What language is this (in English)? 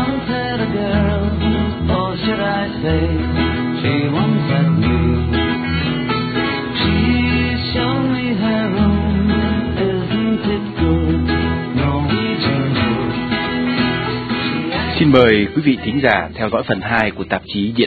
Vietnamese